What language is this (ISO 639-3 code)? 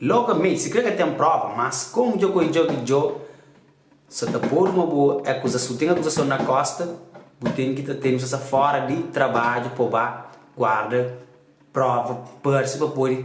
kea